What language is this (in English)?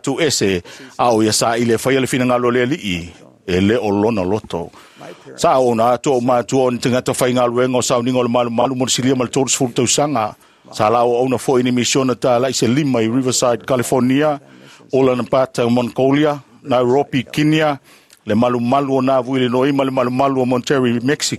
Samoan